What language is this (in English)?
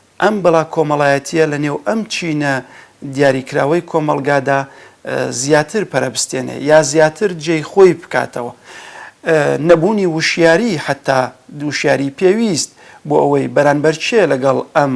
Central Kurdish